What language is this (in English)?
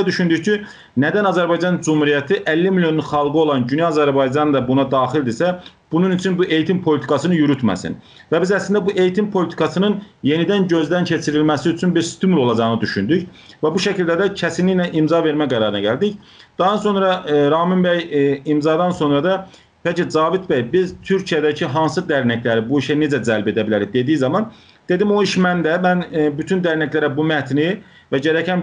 South Azerbaijani